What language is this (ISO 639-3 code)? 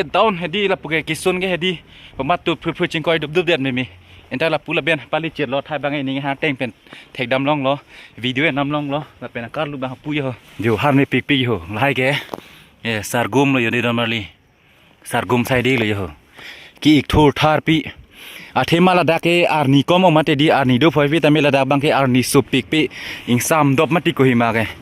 mjw